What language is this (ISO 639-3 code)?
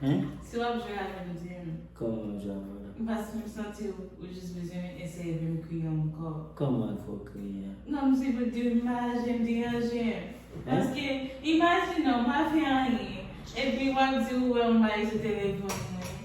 hat